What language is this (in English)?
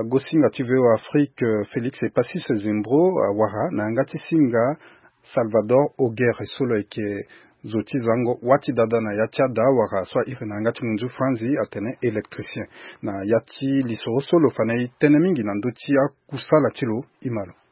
Sango